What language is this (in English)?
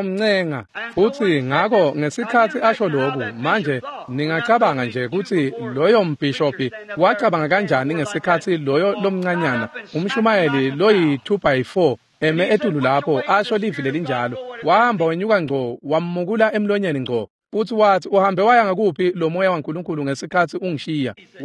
Swati